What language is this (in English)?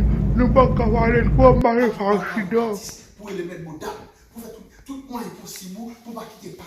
Haitian Creole